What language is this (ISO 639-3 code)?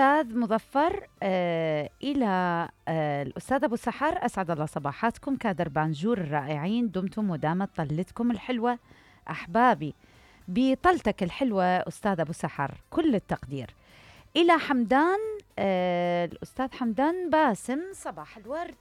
acm